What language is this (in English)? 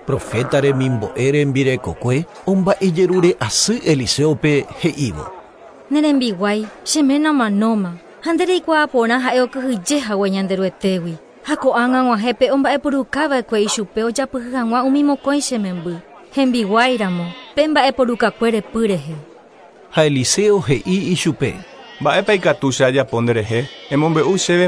Guarani